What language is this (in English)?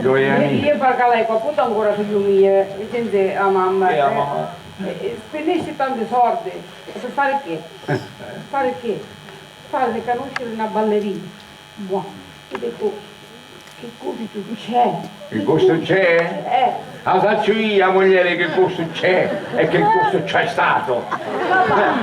Sicilian